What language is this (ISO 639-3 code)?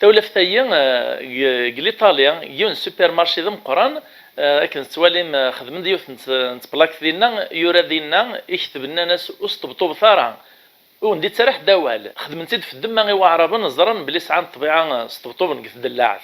kab